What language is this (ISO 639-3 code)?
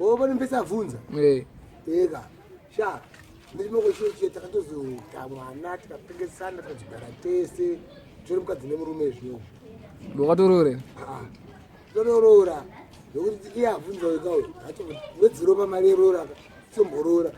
sna